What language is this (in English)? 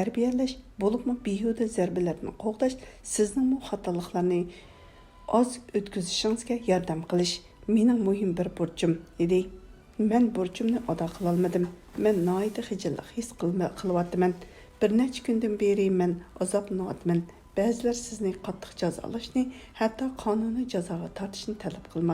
Uyghur